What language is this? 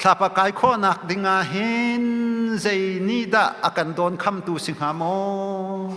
Hakha Chin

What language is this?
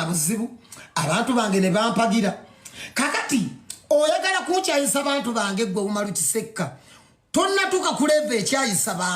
Ganda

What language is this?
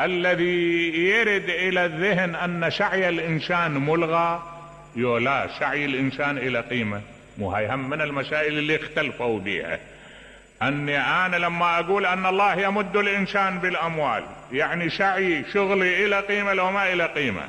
Mesopotamian Arabic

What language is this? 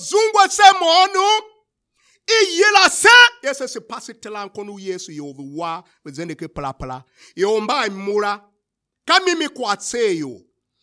Tiv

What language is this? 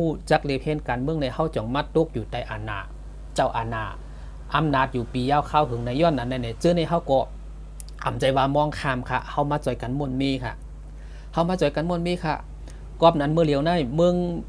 Shan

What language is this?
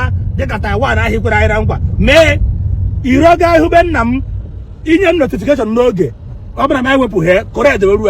Igbo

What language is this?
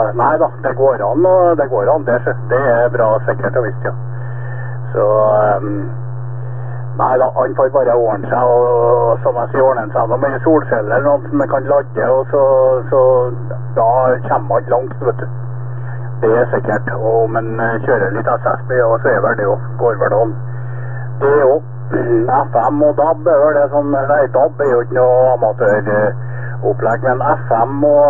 Norwegian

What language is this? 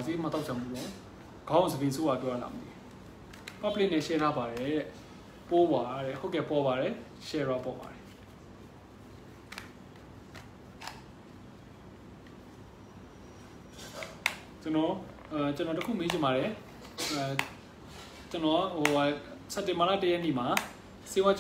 Burmese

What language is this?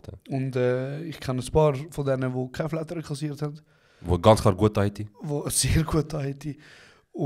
Swiss German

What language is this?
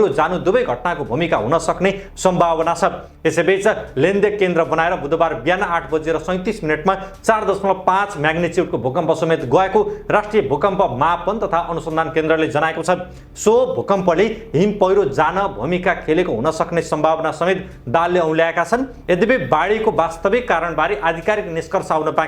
Nepali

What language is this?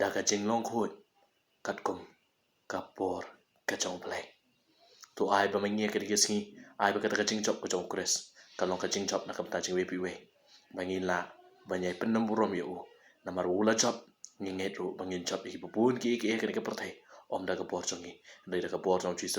Khasi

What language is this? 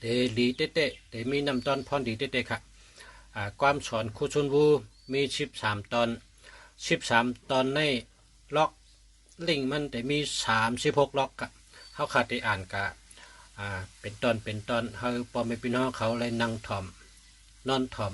Shan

